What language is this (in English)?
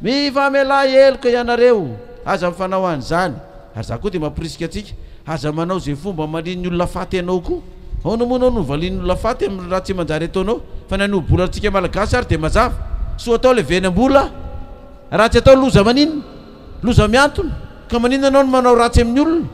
Malagasy